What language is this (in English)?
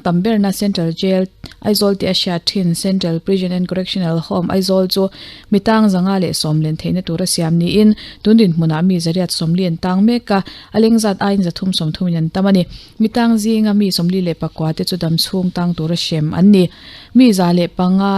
Mizo